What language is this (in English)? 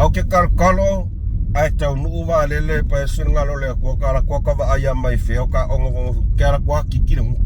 Samoan